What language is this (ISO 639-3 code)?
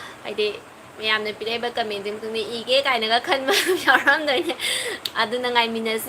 mni